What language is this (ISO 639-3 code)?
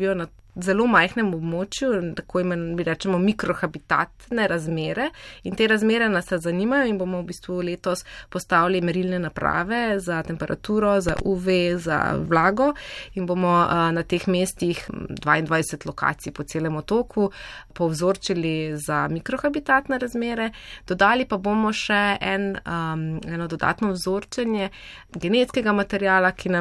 slv